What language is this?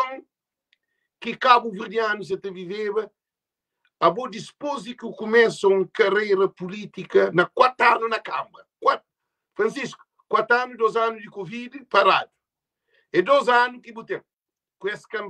Kabuverdianu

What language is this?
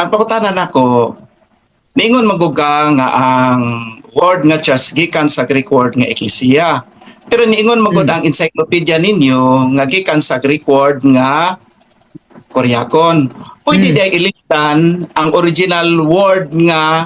Cebuano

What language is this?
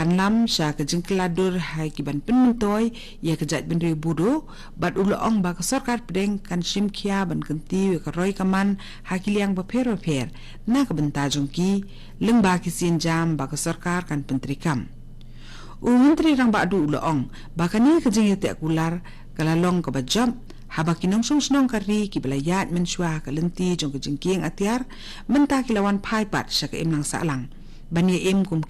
Khasi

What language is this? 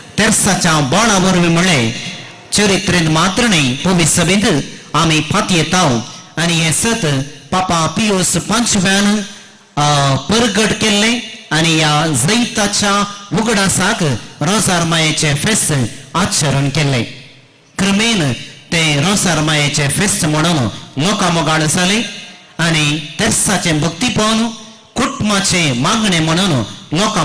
Konkani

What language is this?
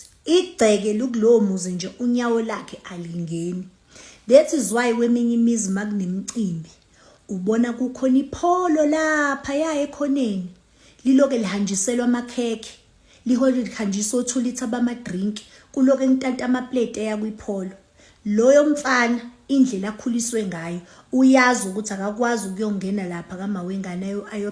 Zulu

